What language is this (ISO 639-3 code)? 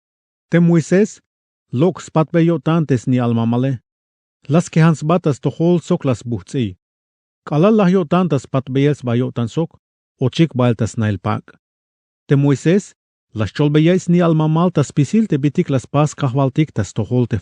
tzh